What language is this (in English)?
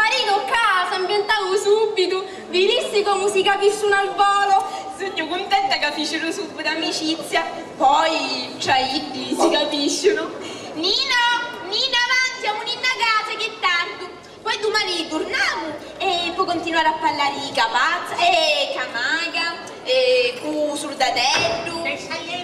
Sicilian